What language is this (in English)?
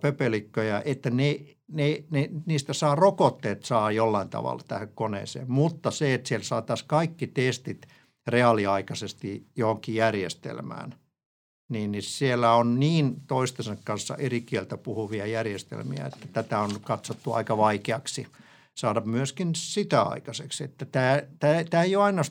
Finnish